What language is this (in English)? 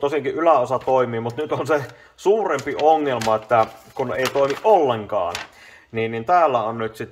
Finnish